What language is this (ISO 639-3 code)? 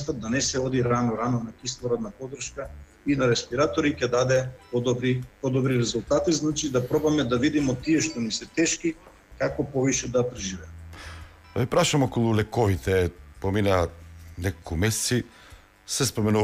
mkd